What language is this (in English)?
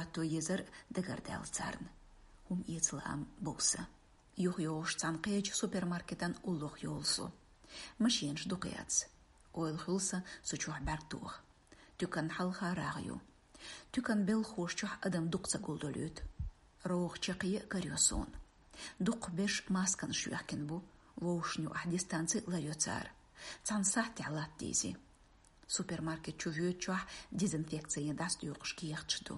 Chechen